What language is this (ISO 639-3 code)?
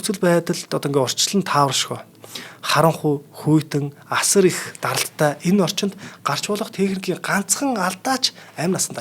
mon